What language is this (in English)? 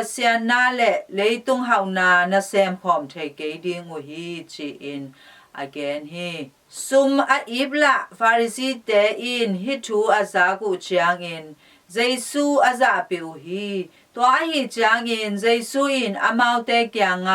Tedim Chin